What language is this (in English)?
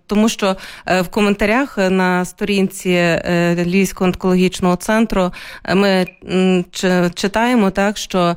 Ukrainian